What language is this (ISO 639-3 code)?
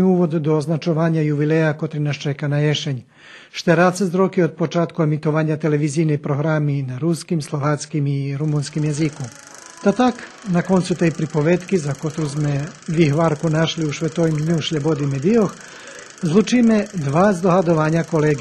rue